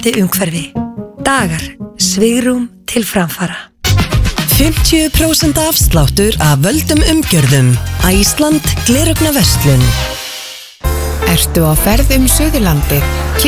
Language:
Icelandic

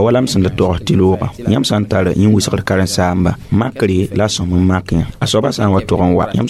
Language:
Mossi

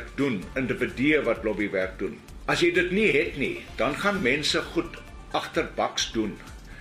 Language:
Afrikaans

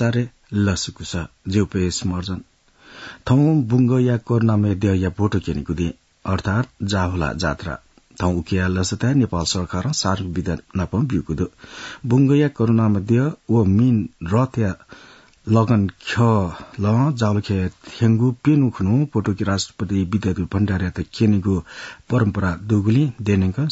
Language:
Newari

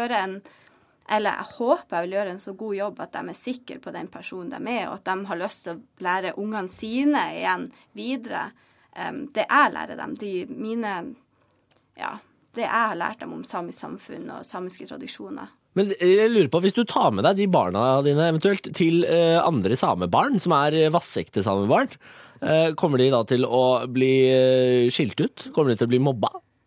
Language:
Norwegian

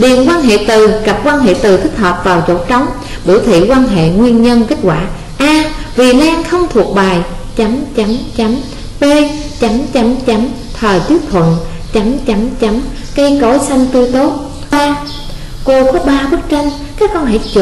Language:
Vietnamese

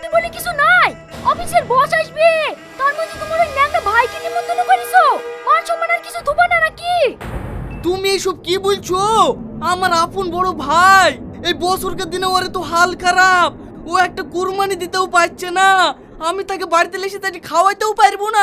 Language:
Bangla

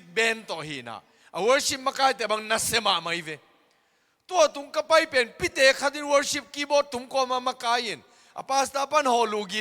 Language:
Tedim Chin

